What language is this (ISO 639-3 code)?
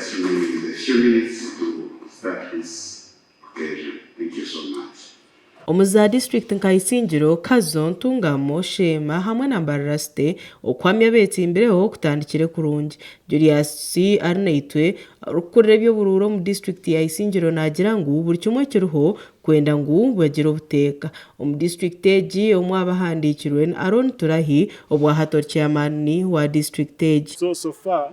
nyn